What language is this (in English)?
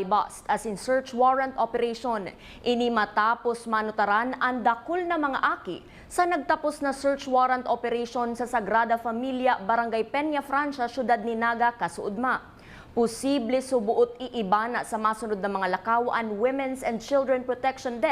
Bikol